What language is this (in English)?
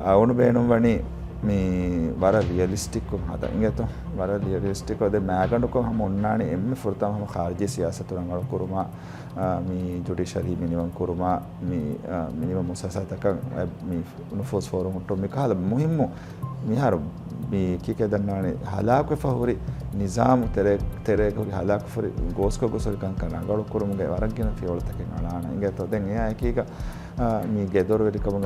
Divehi